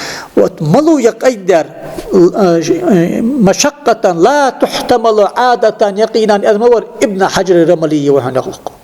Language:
Ingush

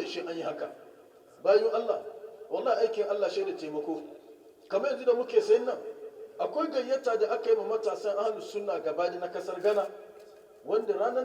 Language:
Hausa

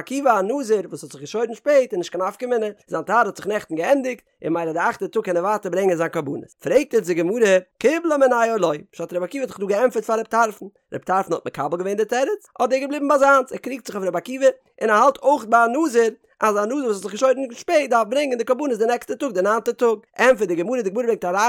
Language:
Yiddish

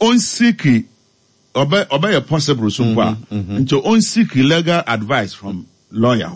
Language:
Akan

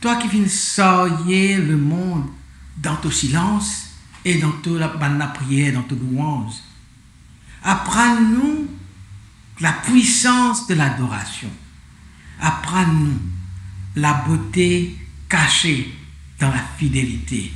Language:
Morisyen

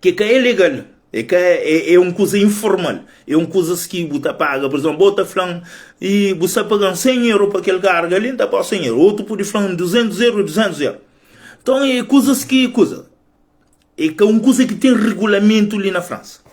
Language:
Kabuverdianu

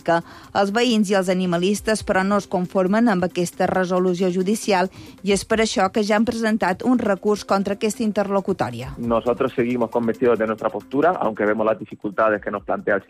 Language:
Catalan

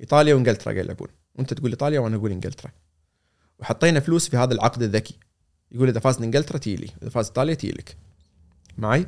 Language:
Gulf Arabic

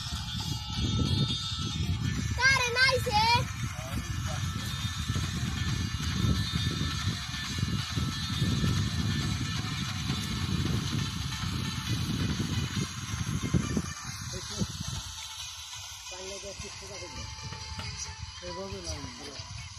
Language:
Bangla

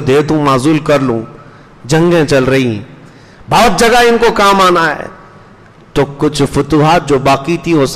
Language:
Urdu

